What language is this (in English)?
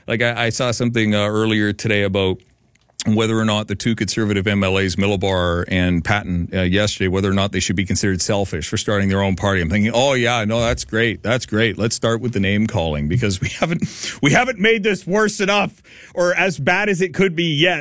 English